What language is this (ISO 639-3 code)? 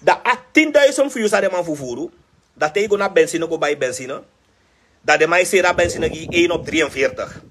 srn